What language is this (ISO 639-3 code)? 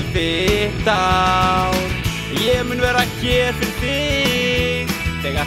isl